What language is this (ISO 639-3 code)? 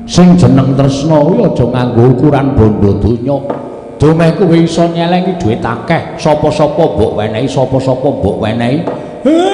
jav